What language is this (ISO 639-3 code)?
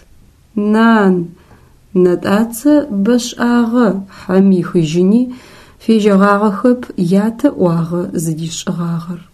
ady